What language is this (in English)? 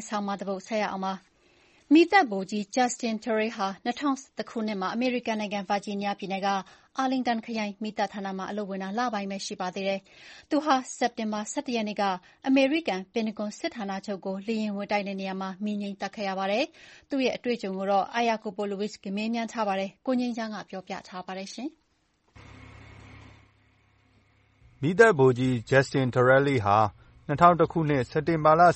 Burmese